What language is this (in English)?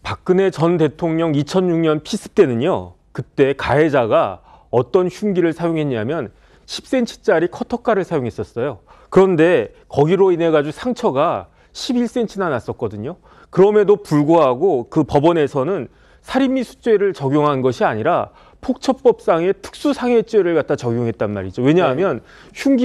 Korean